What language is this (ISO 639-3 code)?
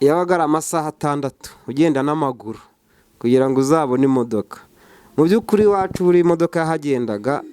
kin